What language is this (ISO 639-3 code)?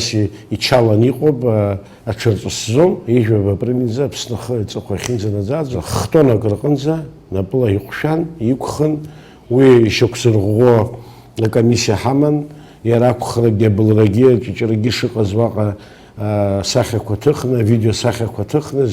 abk